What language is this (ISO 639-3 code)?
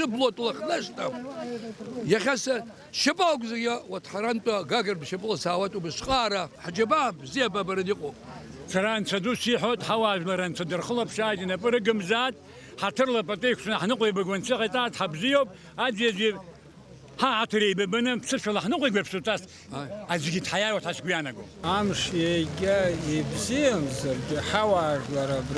abk